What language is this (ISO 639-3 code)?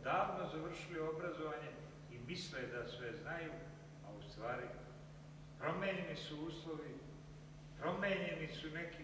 srp